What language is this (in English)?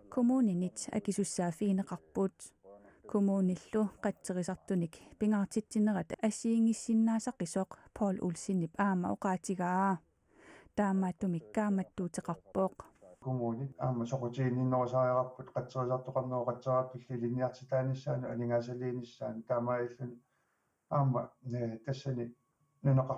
Kalaallisut